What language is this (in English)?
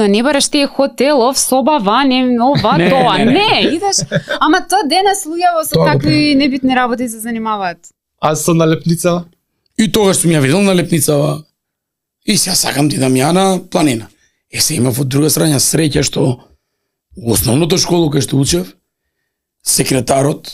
Macedonian